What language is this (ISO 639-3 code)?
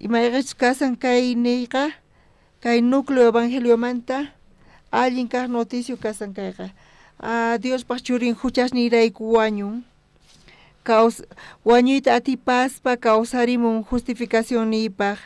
quh